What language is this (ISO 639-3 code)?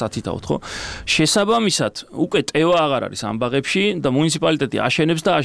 kat